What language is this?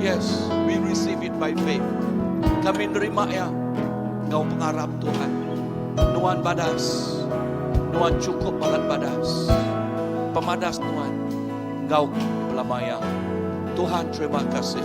Iban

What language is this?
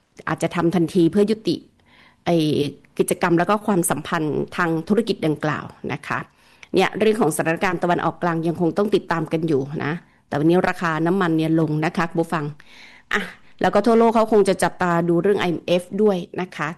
Thai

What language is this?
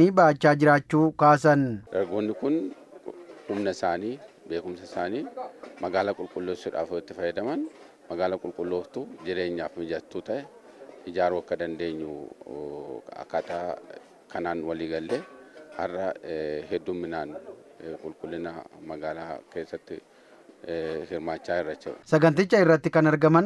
Oromo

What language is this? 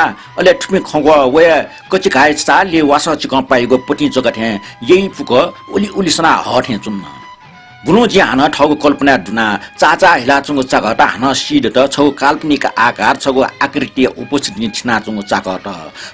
Newari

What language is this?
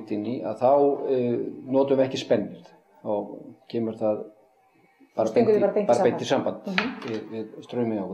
Icelandic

